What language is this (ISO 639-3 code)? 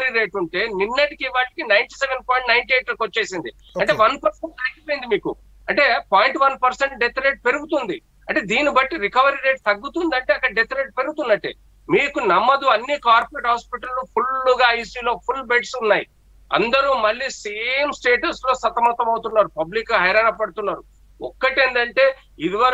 tel